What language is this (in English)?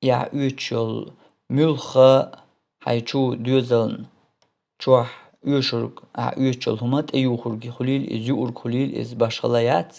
Chechen